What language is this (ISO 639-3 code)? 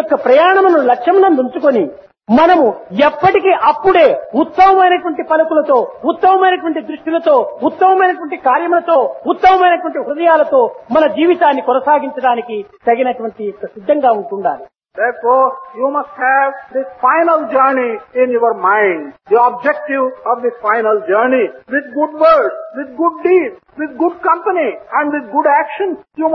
tel